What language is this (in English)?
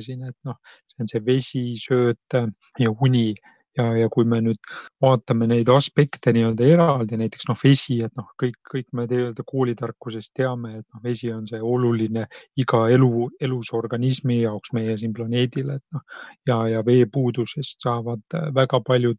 Estonian